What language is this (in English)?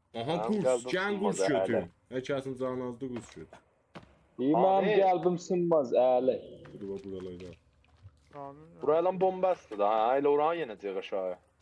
South Azerbaijani